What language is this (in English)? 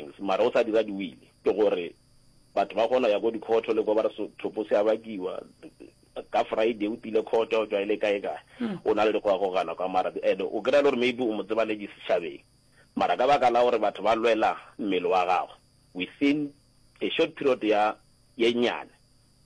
Northern Sotho